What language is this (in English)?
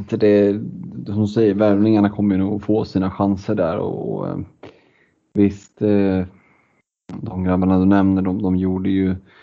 Swedish